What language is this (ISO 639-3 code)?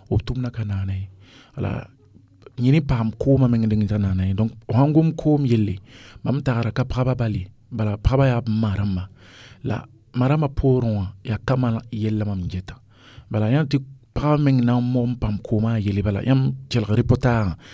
mos